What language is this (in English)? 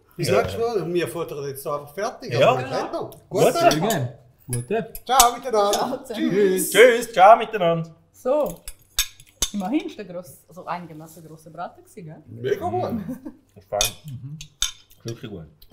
Swiss German